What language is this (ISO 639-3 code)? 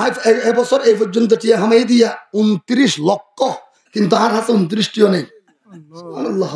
rhg